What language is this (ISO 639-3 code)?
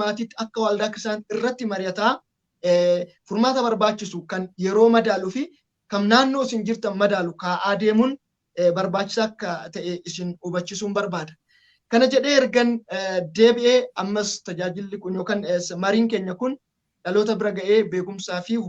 orm